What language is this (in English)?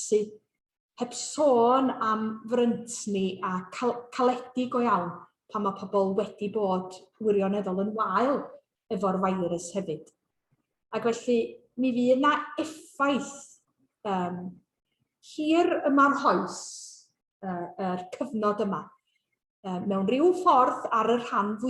Welsh